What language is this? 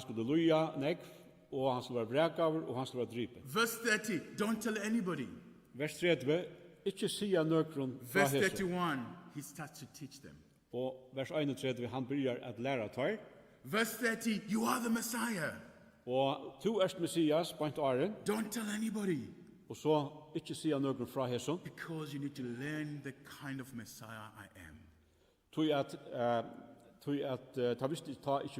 Faroese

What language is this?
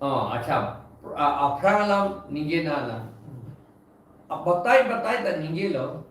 Karbi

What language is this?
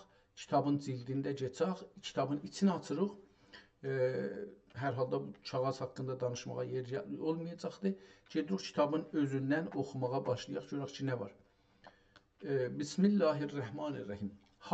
South Azerbaijani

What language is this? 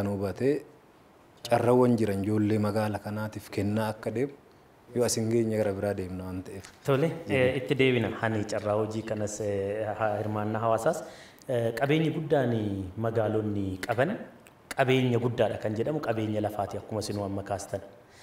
Oromo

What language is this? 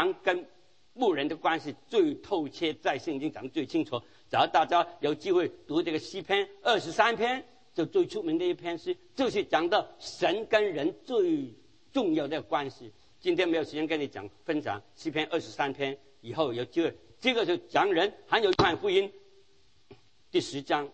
Chinese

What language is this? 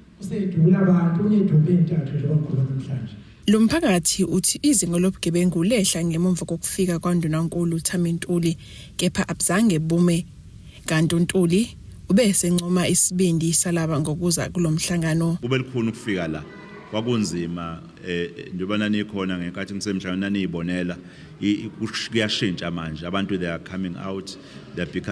Zulu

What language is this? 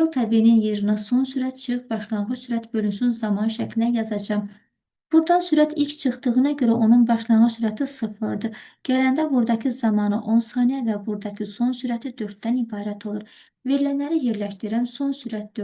Azerbaijani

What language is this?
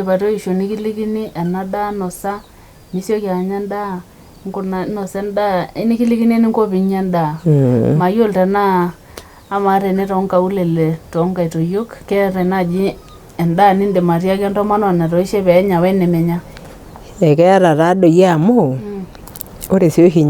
Masai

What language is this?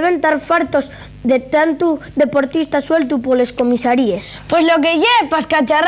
Asturian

